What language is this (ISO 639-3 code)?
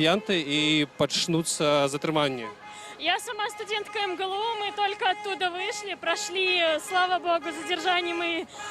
bel